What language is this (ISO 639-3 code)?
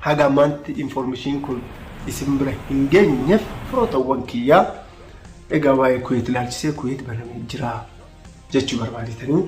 orm